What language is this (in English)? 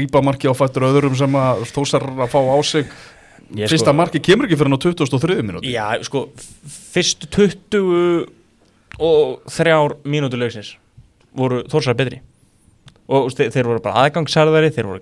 Icelandic